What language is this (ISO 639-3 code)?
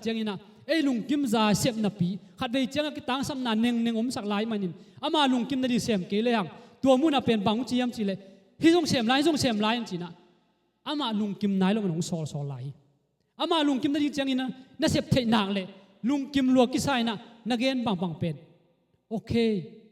ctd